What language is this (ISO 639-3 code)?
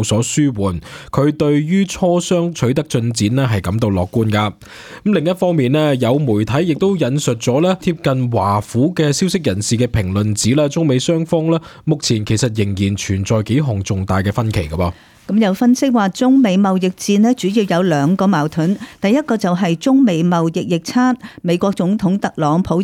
yue